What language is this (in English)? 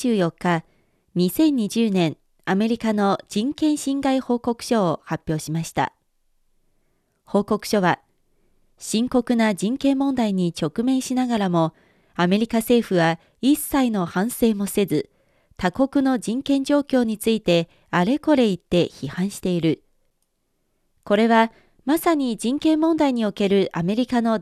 Japanese